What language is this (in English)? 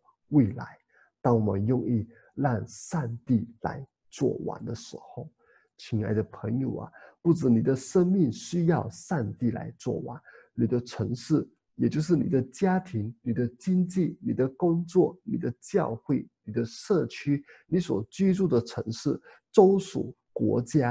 Chinese